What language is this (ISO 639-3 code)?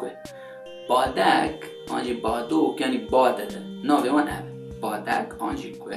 kur